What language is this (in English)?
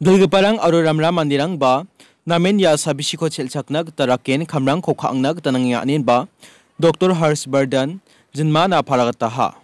Garo